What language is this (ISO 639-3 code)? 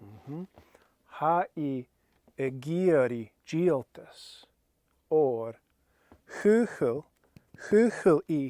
gla